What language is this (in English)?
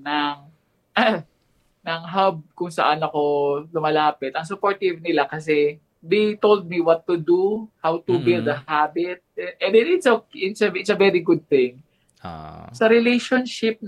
Filipino